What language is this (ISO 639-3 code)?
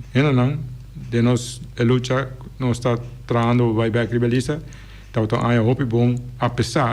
pap